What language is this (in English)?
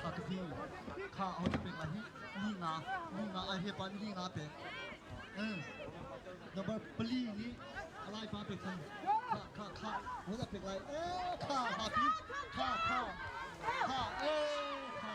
Hakha Chin